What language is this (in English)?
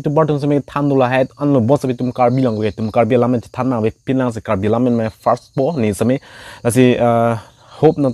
Karbi